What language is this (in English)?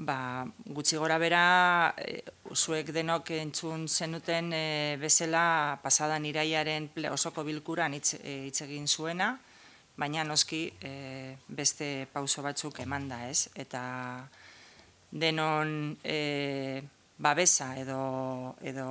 Basque